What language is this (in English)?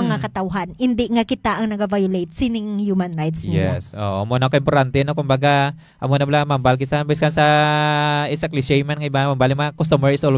Hiligaynon